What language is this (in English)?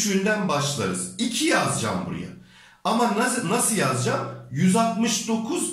Turkish